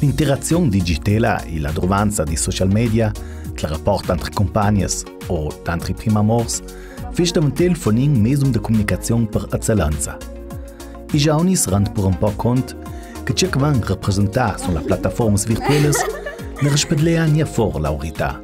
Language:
Ladin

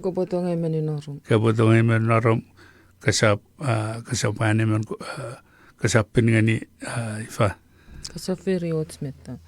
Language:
Chuukese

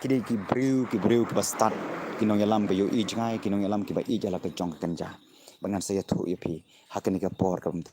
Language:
Khasi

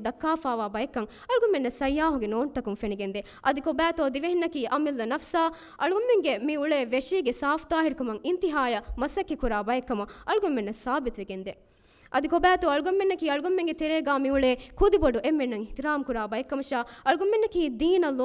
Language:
Divehi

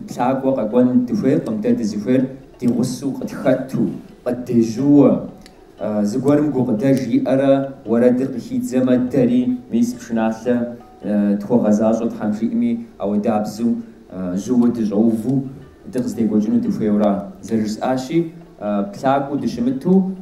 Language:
Kabardian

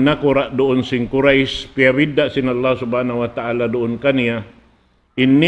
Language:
Tausug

